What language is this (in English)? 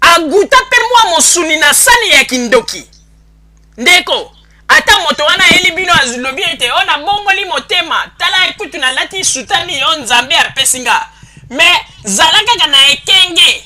Lingala